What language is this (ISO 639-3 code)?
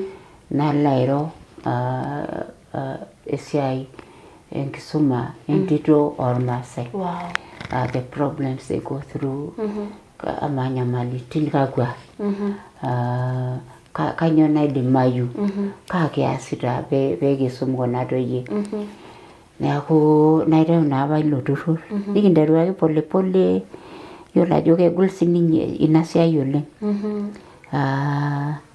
mas